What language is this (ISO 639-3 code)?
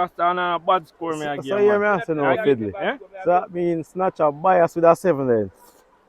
jam